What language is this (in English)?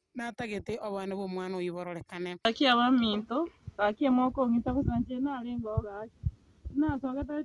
Gusii